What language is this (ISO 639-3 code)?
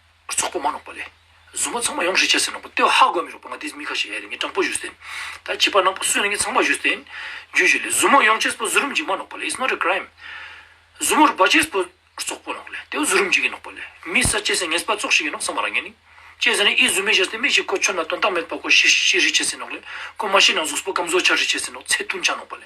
lbj